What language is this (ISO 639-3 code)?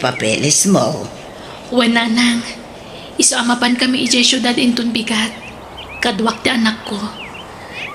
ilo